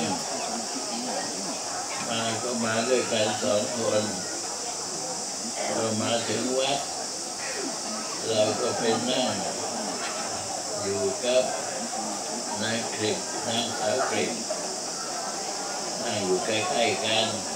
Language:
Thai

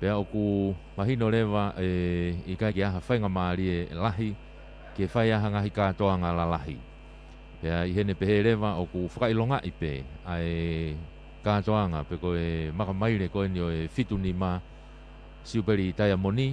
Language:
Tongan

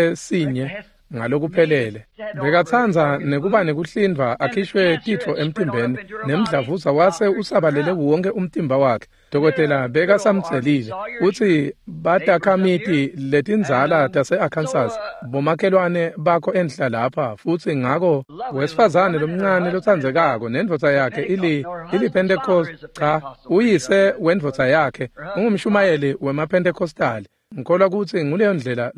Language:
Swati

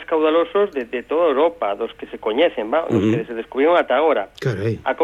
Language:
Galician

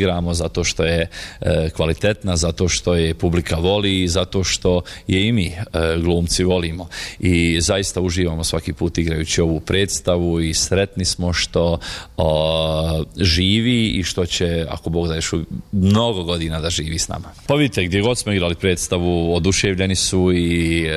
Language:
Bosnian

